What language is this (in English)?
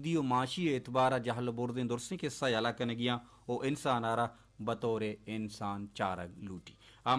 Baluchi